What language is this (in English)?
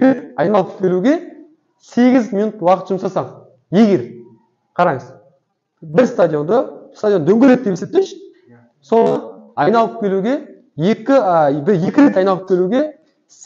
Kazakh